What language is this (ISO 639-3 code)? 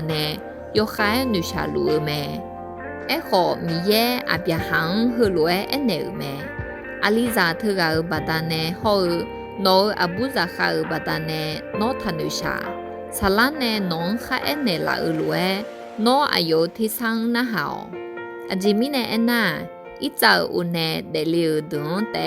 ahk